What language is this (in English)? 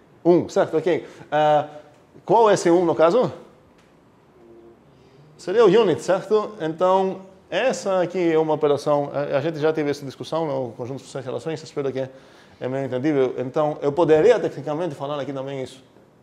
Portuguese